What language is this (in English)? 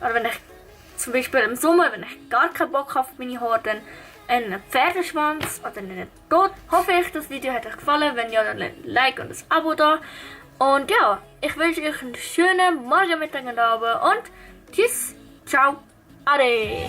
Swiss German